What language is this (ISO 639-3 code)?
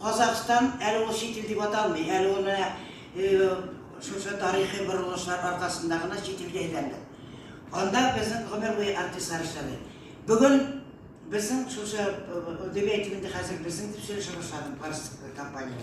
tat